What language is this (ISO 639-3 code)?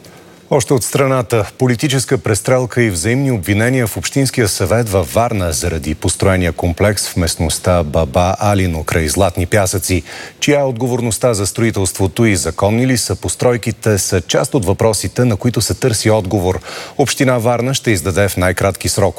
bul